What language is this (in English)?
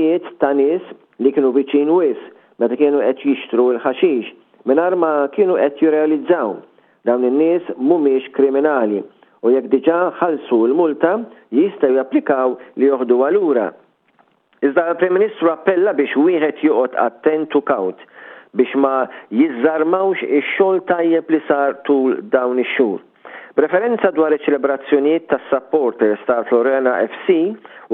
Maltese